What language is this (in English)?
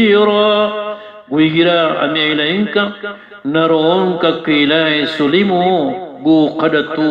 Maranao